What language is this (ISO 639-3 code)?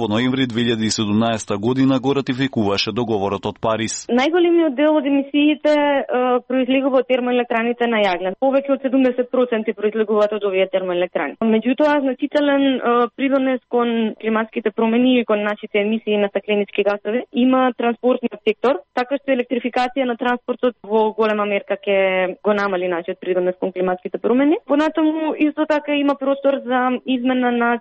mkd